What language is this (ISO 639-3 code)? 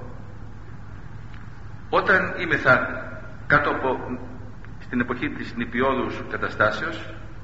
ell